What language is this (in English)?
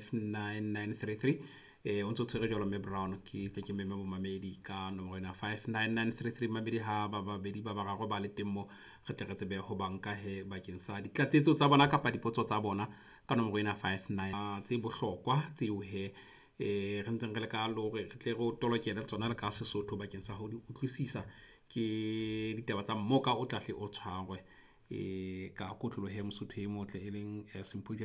Southern Sotho